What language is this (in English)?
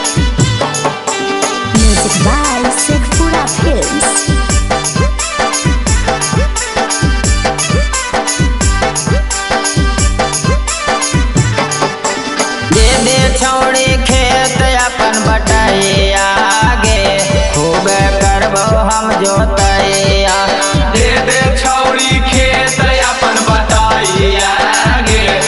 Magahi